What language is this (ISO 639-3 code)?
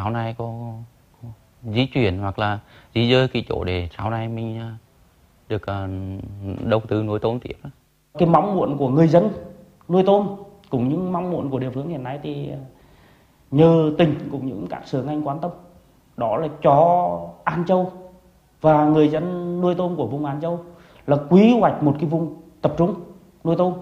vie